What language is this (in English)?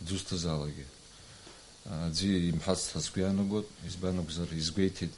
Abkhazian